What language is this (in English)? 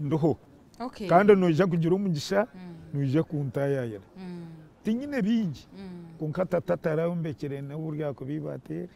Nyankole